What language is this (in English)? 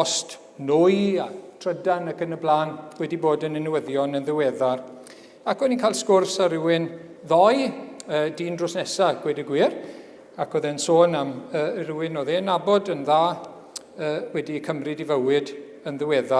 Welsh